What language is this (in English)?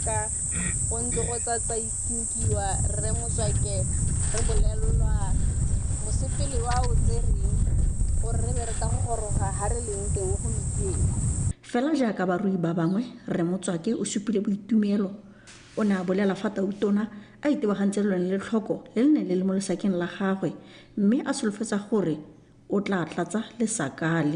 Tswana